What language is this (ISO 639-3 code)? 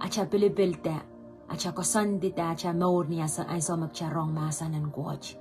pon